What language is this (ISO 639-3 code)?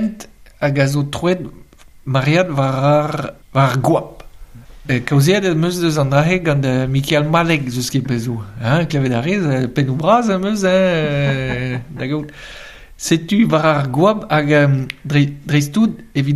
bre